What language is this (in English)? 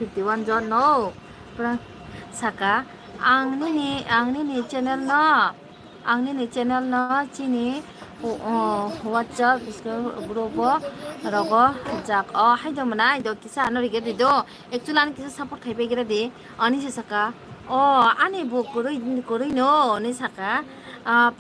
Kok Borok